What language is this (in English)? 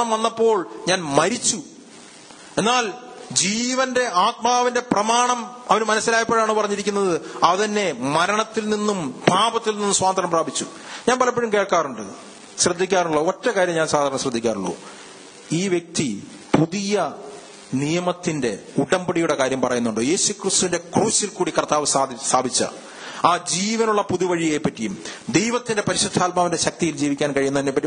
Malayalam